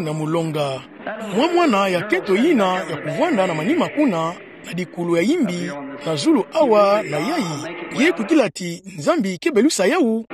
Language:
Kituba (Democratic Republic of Congo)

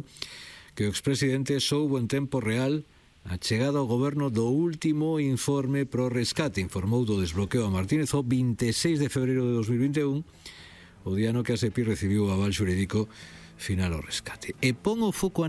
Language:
Galician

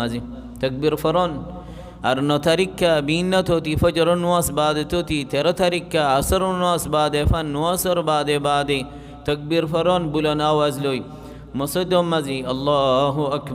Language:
Rohingya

